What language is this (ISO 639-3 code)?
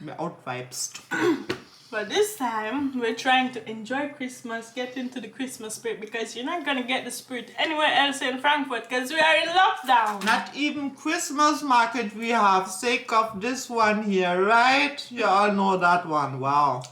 jam